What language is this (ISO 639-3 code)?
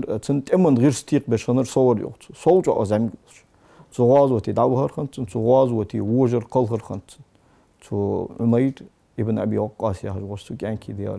inh